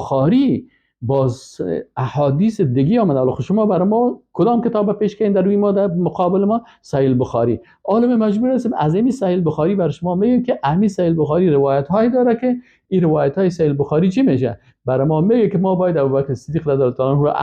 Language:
Persian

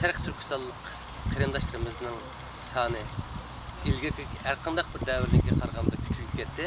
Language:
Uyghur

